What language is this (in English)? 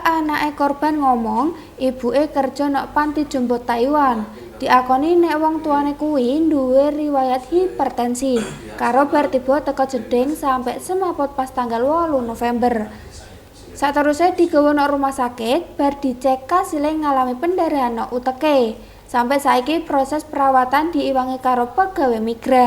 Javanese